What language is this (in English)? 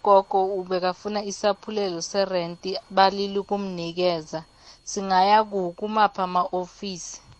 South Ndebele